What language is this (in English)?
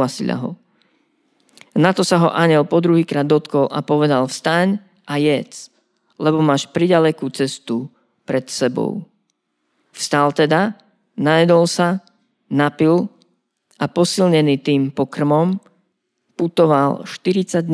Slovak